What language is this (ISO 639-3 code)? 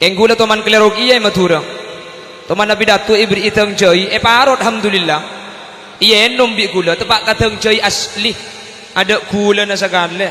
mad